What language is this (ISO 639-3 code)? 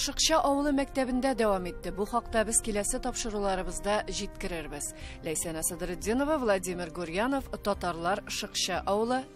tat